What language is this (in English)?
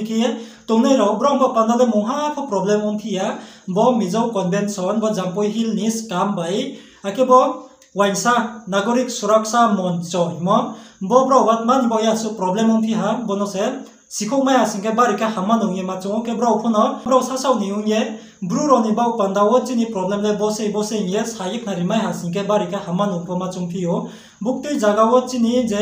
Riang (India)